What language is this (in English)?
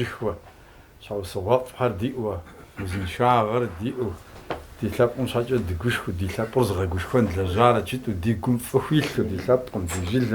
Kabardian